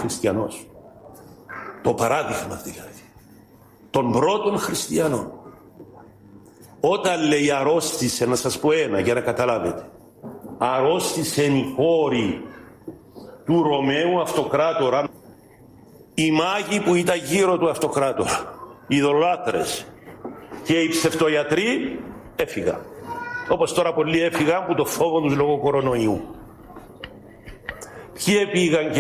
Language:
Greek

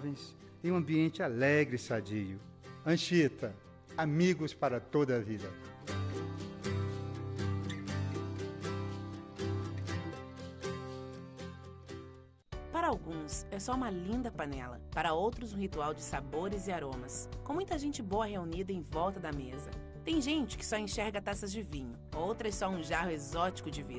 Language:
Portuguese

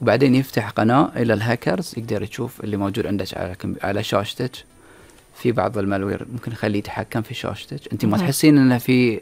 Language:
Gulf Arabic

